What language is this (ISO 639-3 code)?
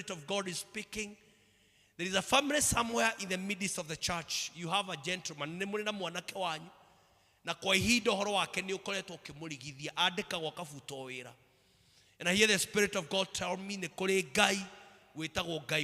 kik